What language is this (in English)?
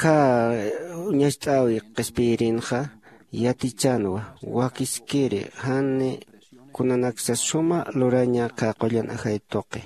Aymara